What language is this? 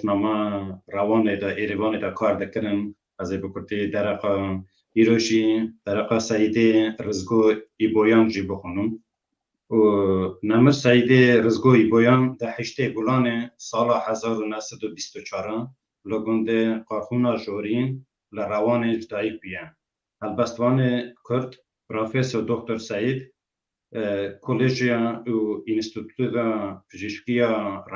Kurdish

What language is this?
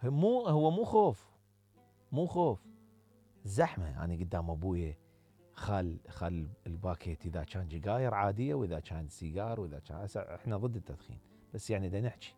Mesopotamian Arabic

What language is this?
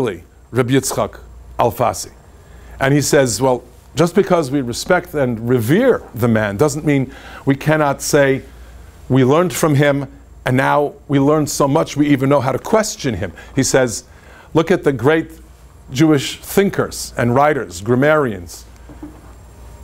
English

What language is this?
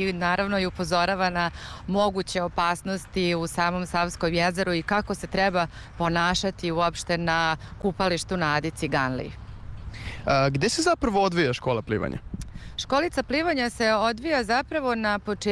Serbian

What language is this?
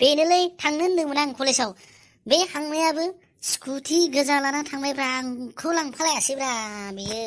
Bodo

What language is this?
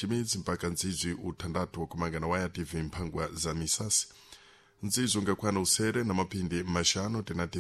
Sena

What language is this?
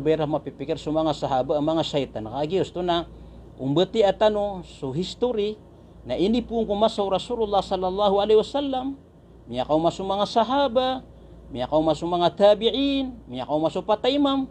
Maranao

